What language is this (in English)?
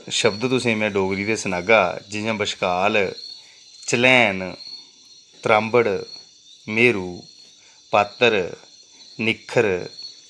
Dogri